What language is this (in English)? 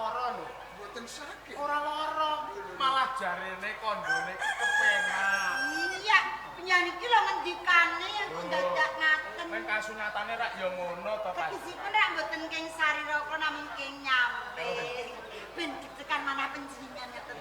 Javanese